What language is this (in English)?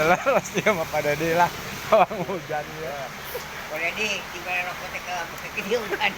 Sundanese